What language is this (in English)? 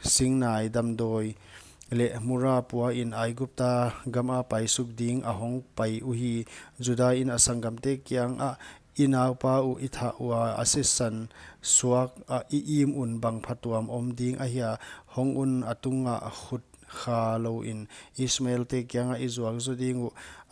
Paite Chin